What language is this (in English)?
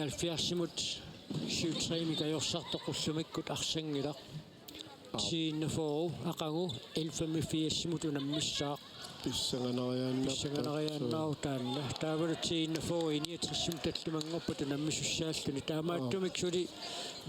Kalaallisut